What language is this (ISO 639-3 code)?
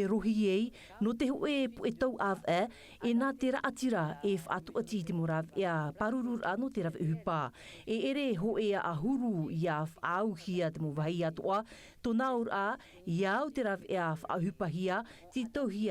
tah